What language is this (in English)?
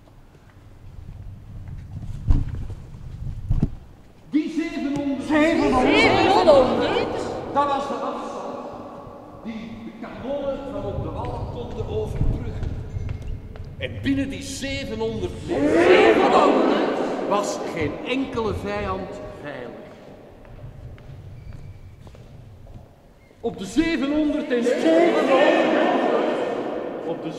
Dutch